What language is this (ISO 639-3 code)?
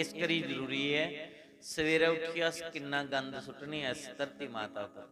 doi